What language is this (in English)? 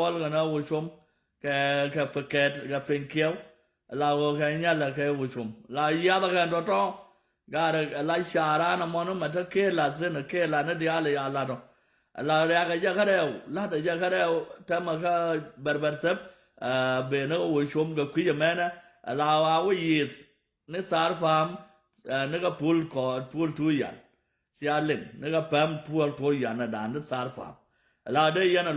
Nuer